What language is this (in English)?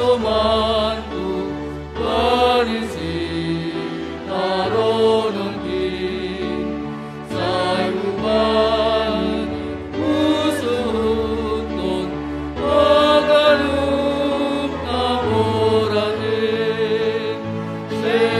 Batak Simalungun